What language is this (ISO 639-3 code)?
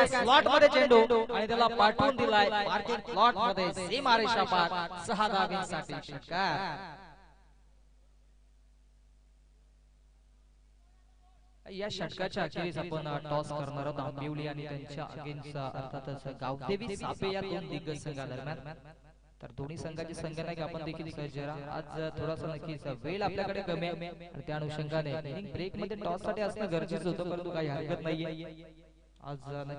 mar